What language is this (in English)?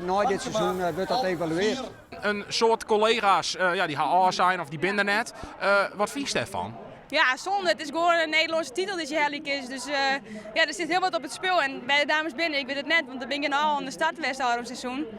Western Frisian